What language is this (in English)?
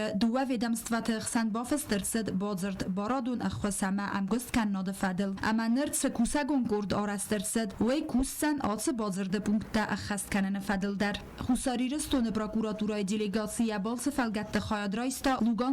Ossetic